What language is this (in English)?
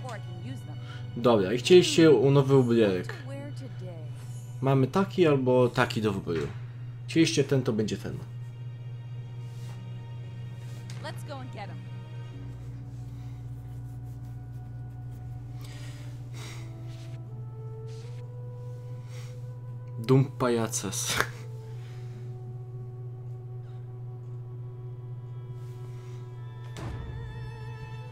Polish